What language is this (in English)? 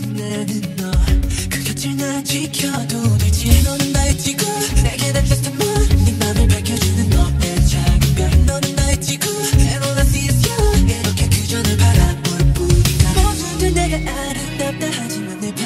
Korean